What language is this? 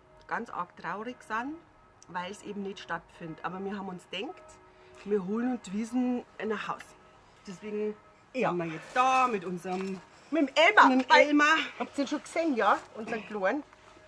Bavarian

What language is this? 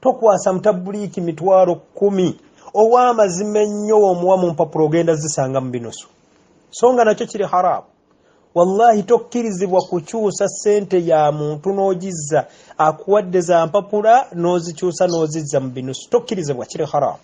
Ganda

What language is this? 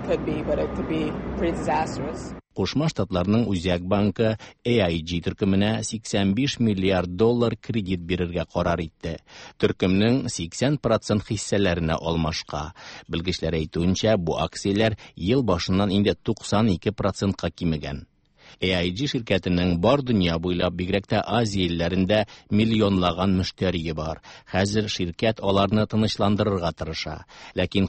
Tatar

